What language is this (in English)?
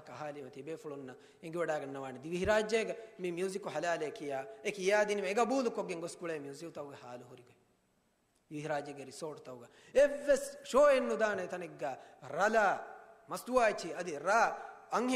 Divehi